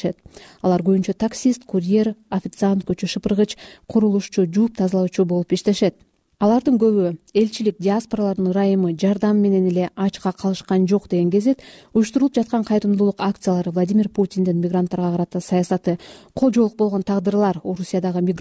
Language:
Kyrgyz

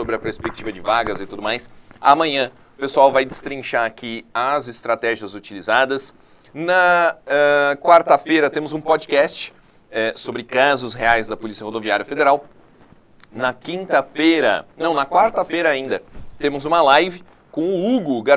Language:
Portuguese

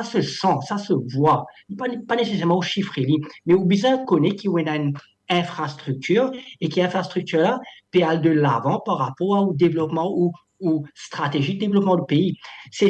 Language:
Morisyen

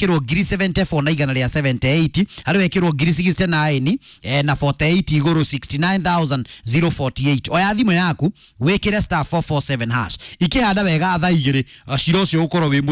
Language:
Kikuyu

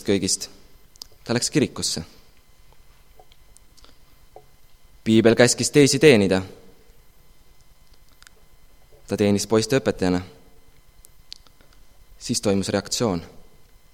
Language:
Estonian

